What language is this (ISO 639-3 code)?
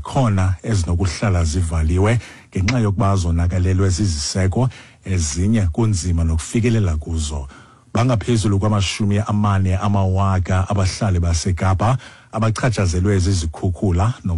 xho